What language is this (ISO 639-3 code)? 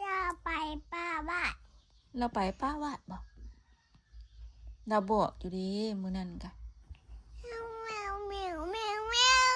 tts